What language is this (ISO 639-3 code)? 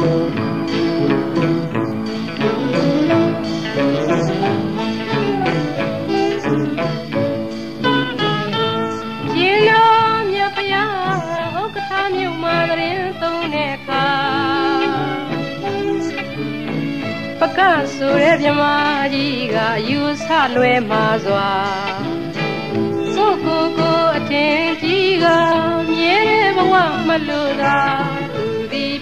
mya